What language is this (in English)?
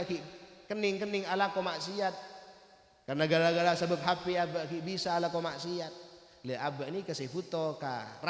Madurese